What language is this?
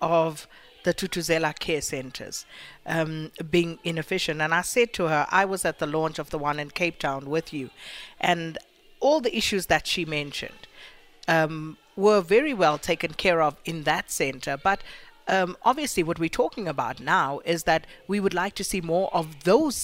English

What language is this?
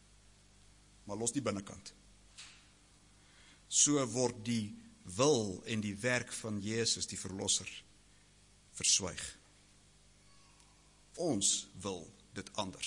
Afrikaans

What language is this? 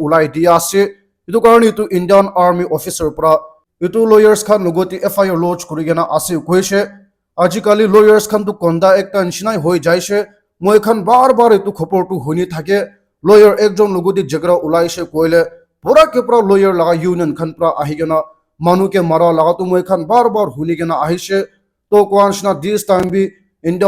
Naga Pidgin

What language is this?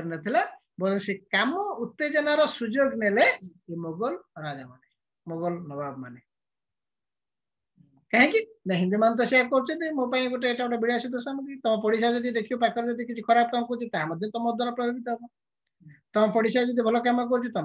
Odia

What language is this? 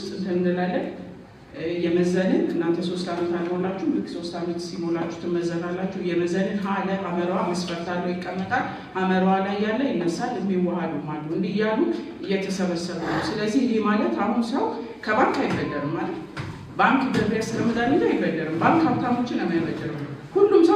Amharic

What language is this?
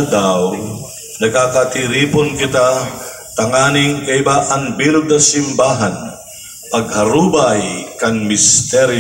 Bikol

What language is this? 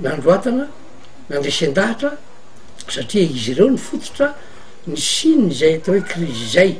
Malagasy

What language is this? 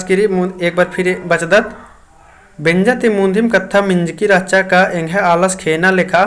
Kurukh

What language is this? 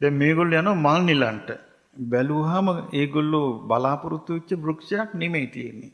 Sinhala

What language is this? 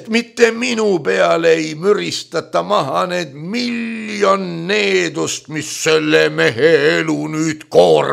Estonian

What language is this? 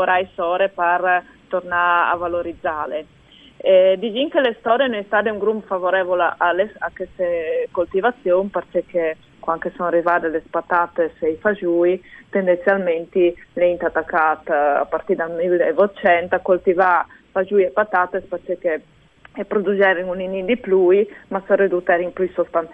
Friulian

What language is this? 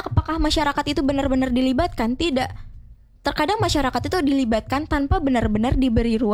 Indonesian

